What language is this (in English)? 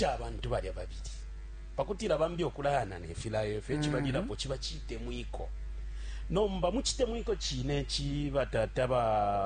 Bemba